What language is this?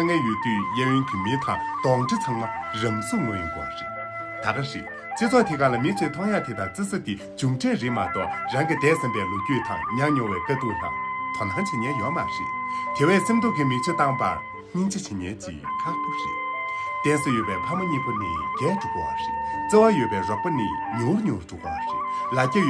Tibetan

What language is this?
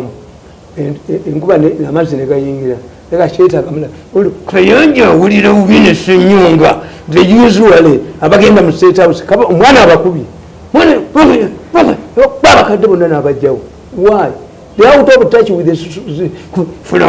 Ganda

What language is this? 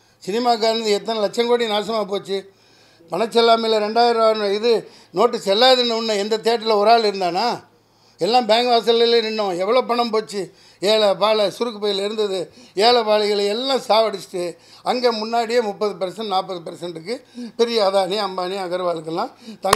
Tamil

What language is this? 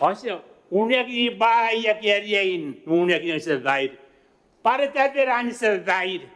Gilbertese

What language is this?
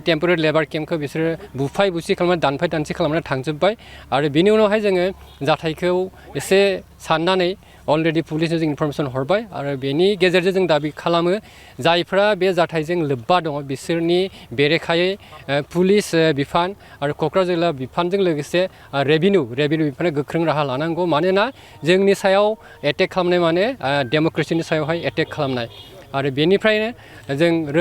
Bodo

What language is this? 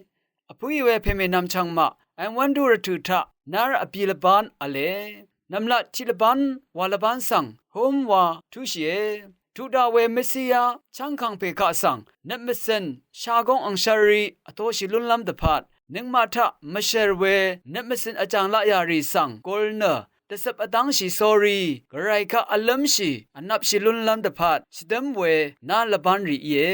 Rawang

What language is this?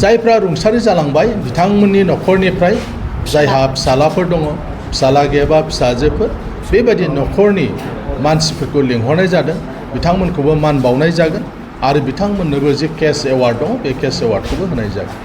Bodo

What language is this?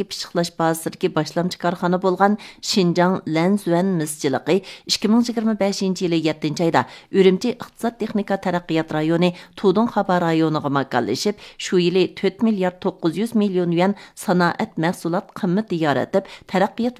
Uyghur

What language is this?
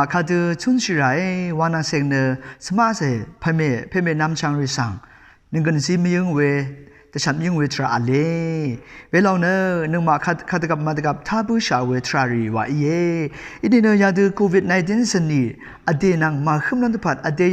Rawang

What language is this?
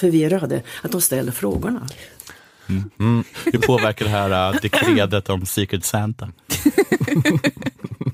Swedish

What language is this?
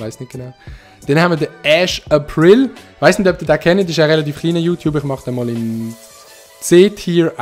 Swiss German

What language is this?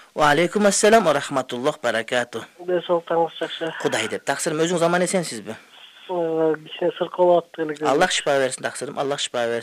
Kyrgyz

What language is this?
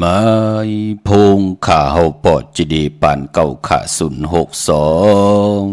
Shan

